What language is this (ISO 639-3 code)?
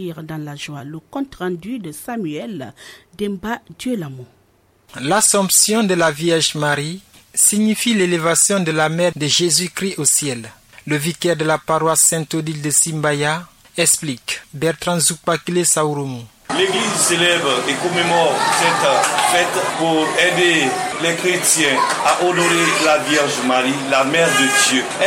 fra